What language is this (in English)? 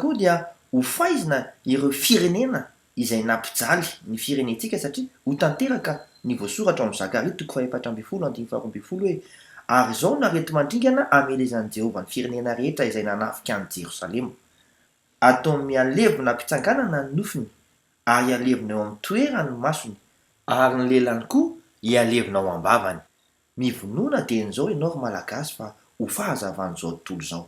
Malagasy